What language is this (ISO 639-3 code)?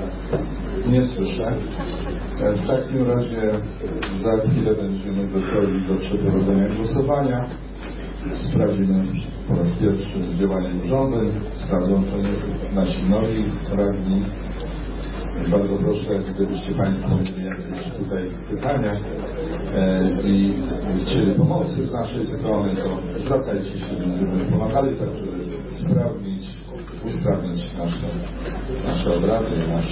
pol